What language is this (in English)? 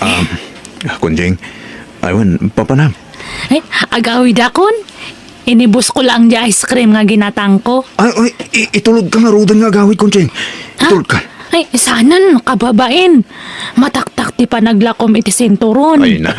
Iloko